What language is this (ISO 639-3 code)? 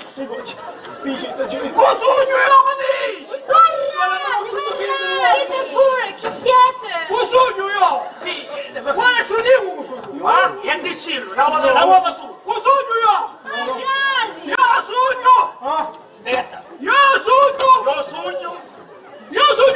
scn